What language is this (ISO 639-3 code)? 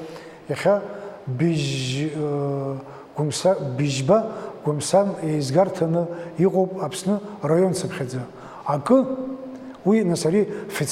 abk